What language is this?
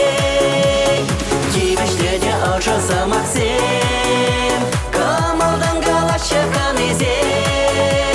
Chuvash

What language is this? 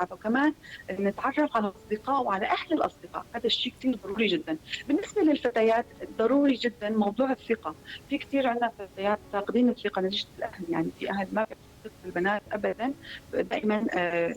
North Levantine Arabic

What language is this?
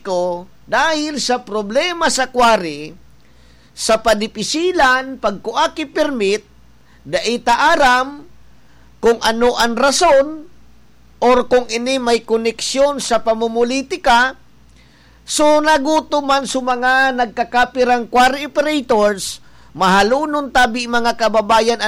Bikol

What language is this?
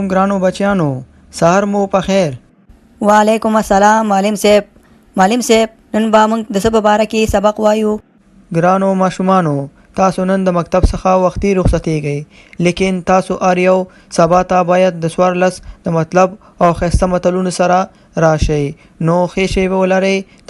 Pashto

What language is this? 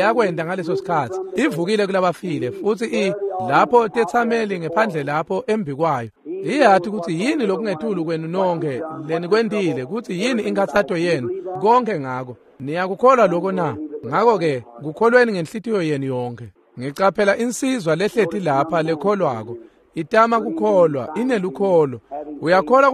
Swati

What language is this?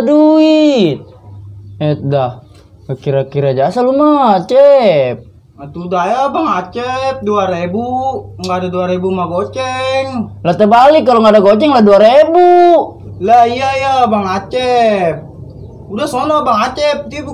Betawi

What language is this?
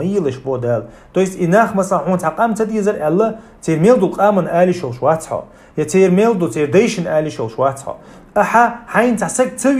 Chechen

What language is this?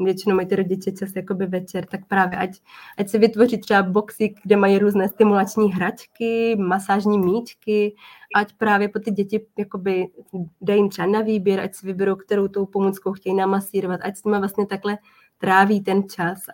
Czech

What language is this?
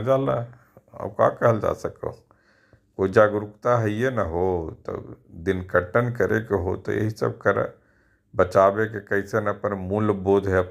Magahi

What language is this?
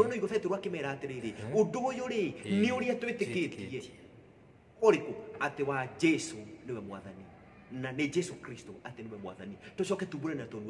Kikuyu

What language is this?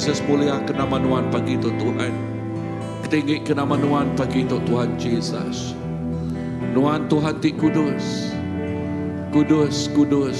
Iban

